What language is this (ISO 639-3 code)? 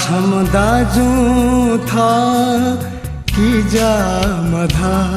new